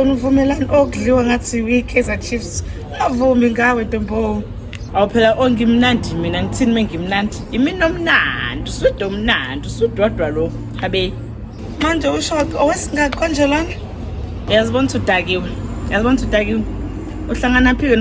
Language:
Zulu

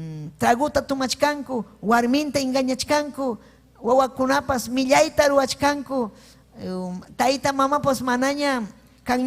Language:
Ayacucho Quechua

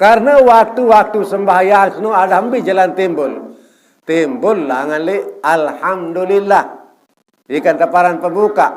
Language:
Sasak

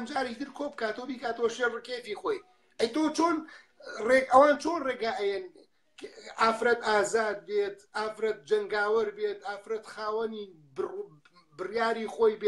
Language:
Central Kurdish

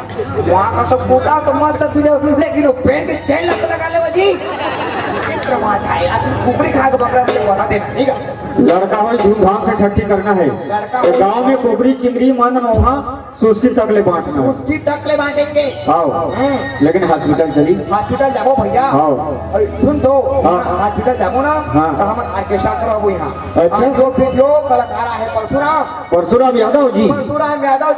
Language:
Chhattisgarhi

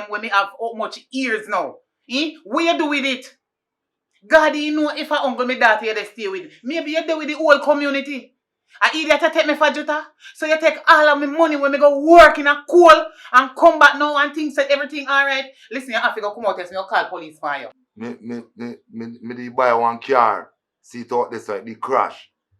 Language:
Jamaican Creole English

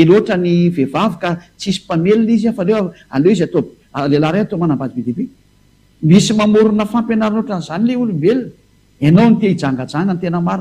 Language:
Malagasy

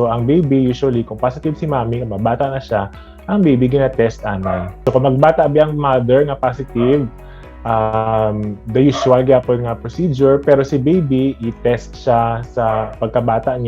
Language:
Hiligaynon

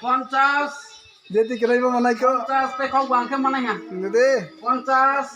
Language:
Kok Borok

